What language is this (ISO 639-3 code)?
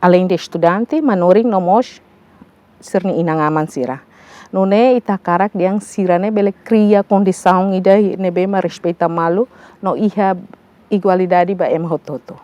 tet